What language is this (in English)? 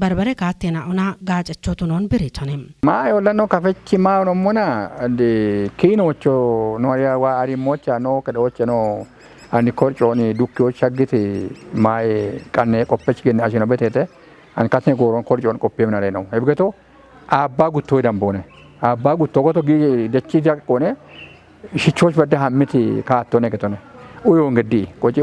Kafa